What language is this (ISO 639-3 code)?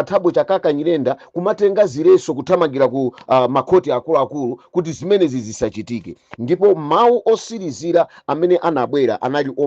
nya